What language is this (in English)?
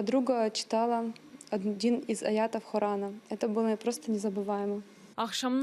Crimean Tatar